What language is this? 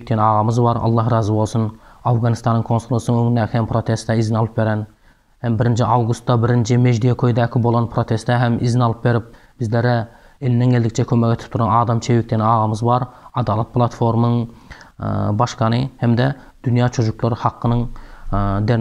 Turkmen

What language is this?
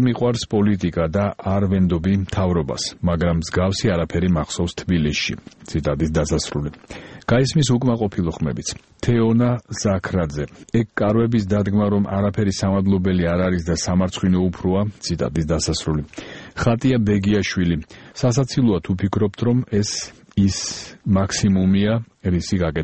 Georgian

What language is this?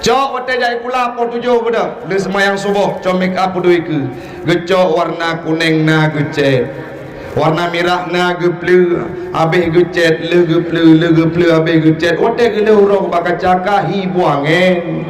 Achinese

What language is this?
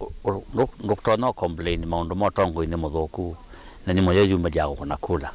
Kamba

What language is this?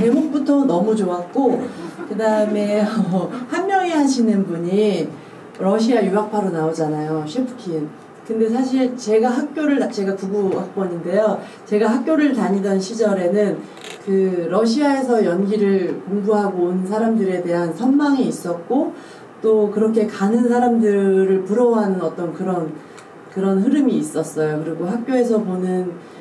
Korean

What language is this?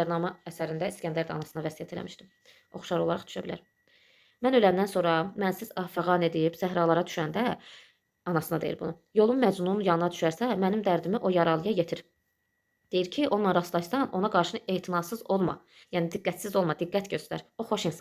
Azerbaijani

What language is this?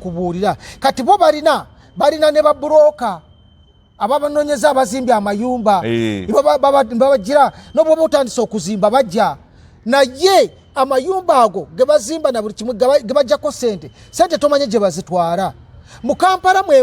Ganda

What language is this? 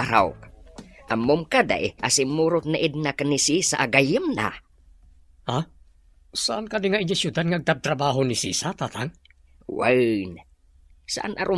Iloko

